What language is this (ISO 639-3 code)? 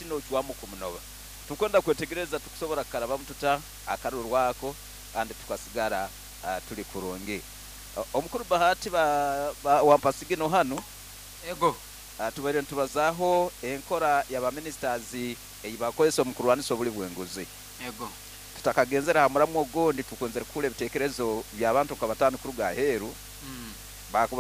nyo